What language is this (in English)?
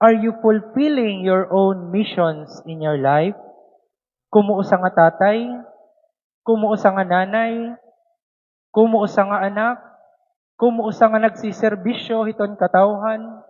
Waray